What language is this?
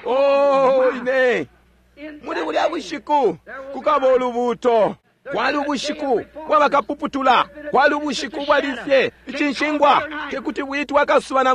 Bemba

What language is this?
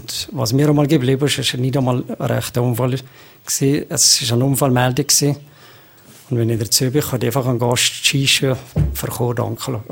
German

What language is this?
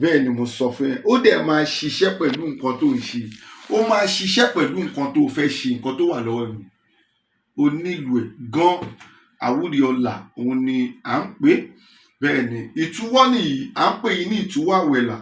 Yoruba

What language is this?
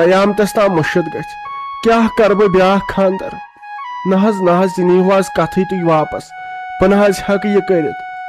Kashmiri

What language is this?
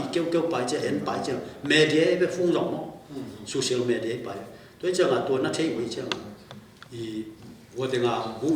Tedim Chin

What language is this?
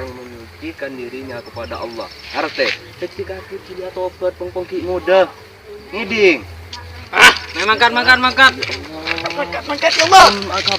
Madurese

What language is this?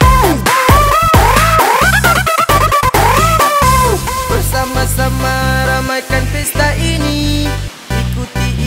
Indonesian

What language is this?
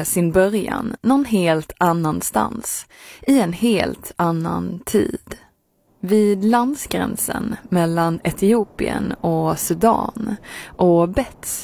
Swedish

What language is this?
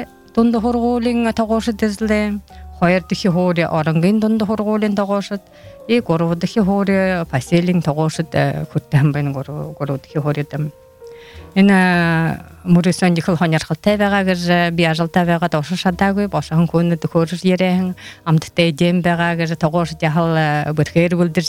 Buriat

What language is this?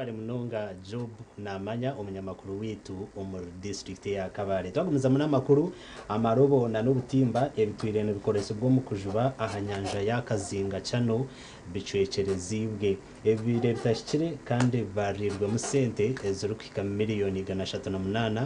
Nyankole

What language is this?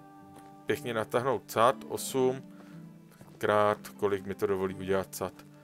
Czech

